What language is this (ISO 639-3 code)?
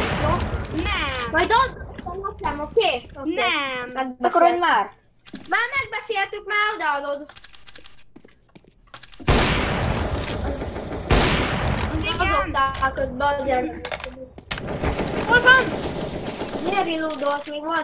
hun